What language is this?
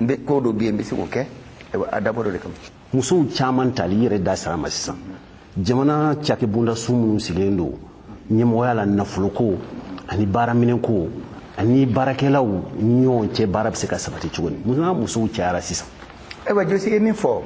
Bambara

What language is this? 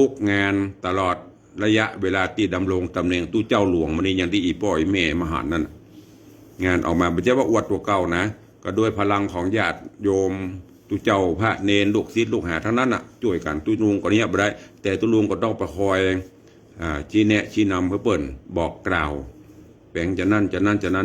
Northern Thai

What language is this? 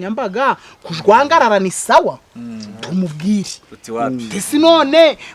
Kinyarwanda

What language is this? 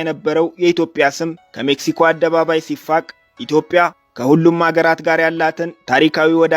Amharic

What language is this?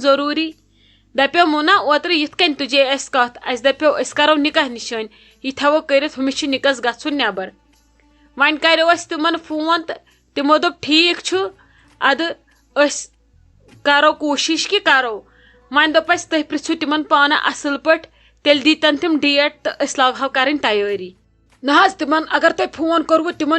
Kashmiri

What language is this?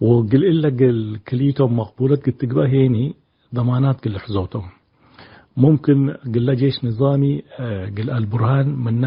Tigre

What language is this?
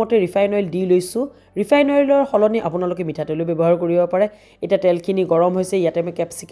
Assamese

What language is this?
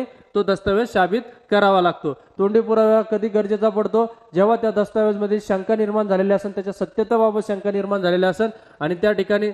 Marathi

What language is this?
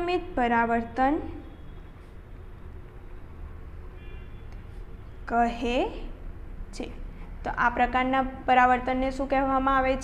Gujarati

